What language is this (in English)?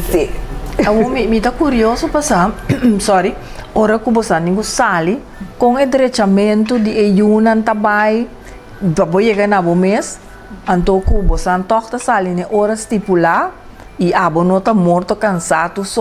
Papiamento